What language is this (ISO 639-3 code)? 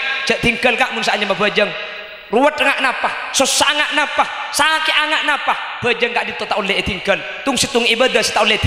mad